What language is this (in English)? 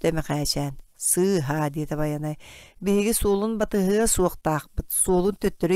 Yakut